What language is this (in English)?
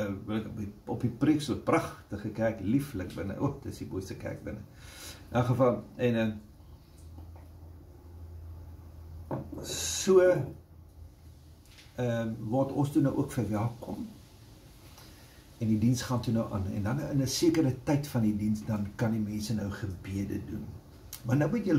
Afrikaans